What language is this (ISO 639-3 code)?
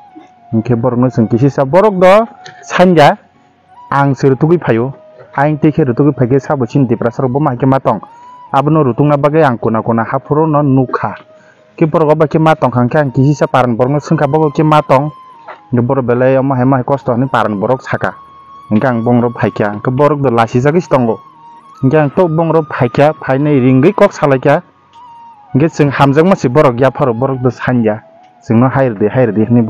trp